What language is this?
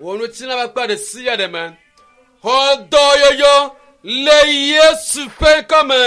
Ewe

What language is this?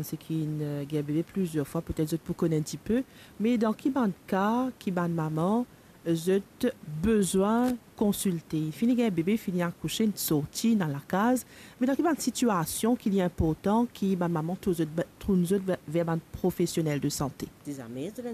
Morisyen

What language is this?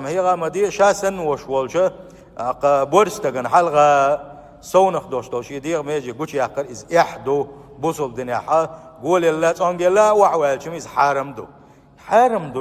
Chechen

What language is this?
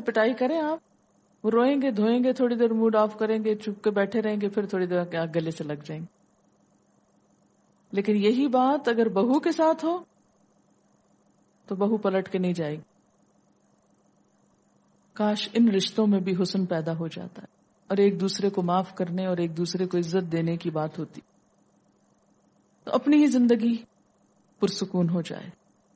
Urdu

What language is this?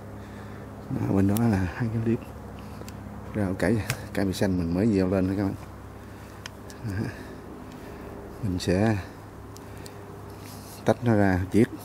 Vietnamese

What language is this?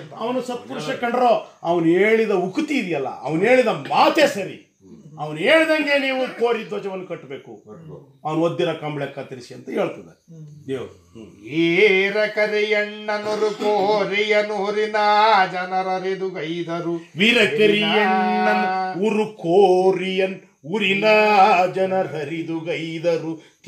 Kannada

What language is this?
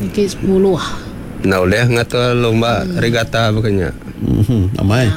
Iban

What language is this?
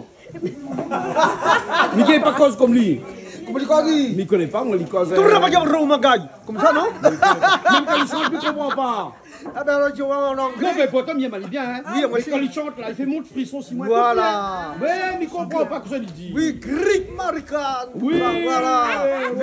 Réunion Creole French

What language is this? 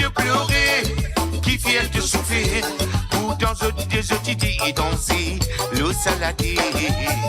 Morisyen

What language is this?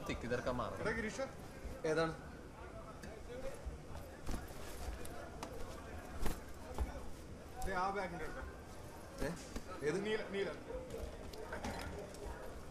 Malayalam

